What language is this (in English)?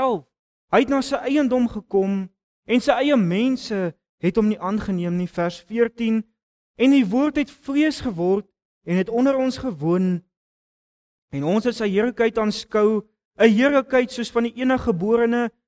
Afrikaans